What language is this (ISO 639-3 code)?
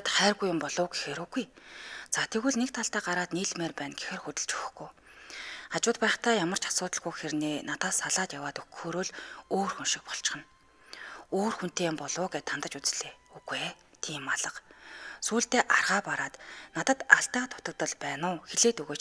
mon